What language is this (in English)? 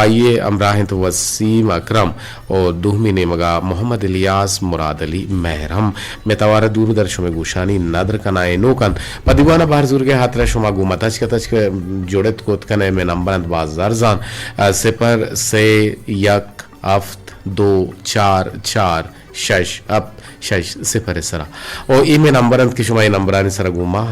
Eastern Balochi